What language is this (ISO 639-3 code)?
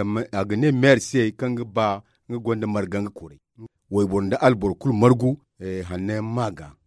dje